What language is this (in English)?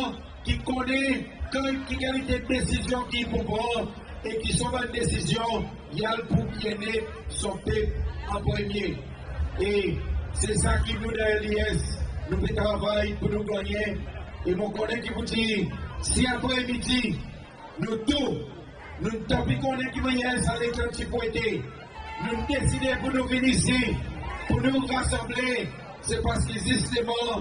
Seselwa Creole French